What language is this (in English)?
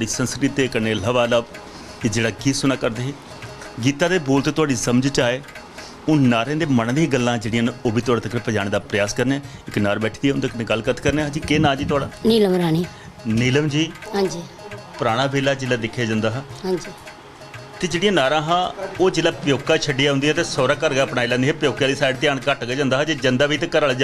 Dogri